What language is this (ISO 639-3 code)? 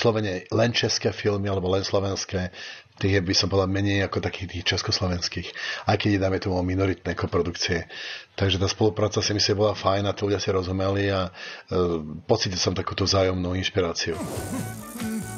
slk